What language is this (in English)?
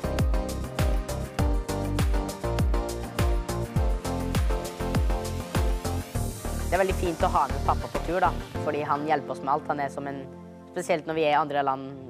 Norwegian